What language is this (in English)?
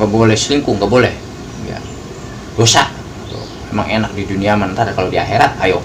Betawi